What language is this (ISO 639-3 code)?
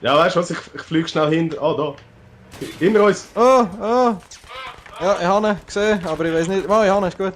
gsw